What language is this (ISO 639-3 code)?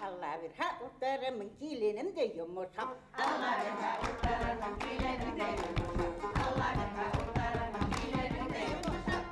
bak